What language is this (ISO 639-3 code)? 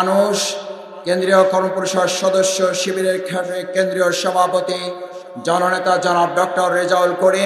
ben